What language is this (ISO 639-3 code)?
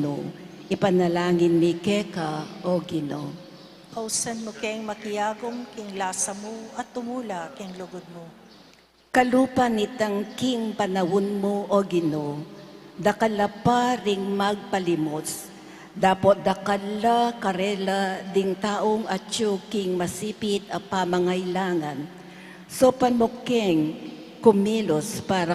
pam